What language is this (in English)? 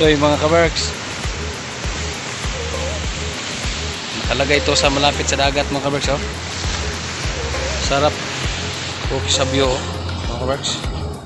Filipino